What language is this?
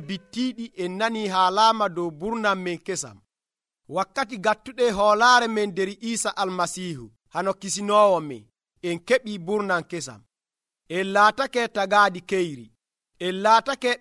Nigerian Fulfulde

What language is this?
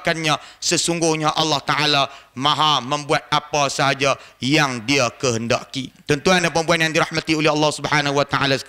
Malay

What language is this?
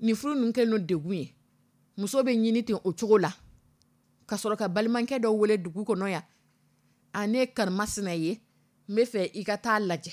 Dyula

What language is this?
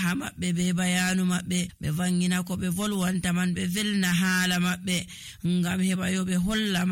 Nigerian Fulfulde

